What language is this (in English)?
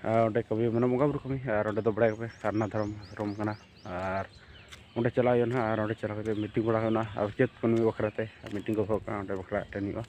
Santali